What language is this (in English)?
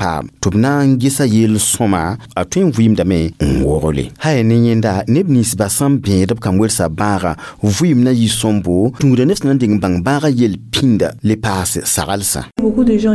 Mossi